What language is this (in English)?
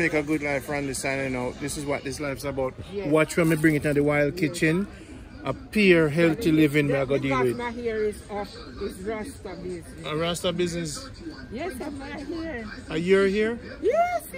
Jamaican Creole English